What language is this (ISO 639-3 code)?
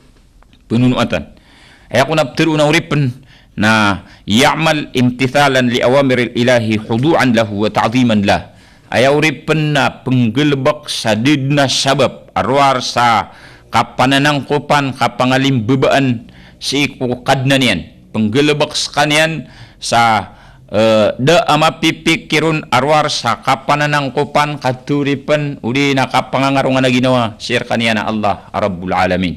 mrw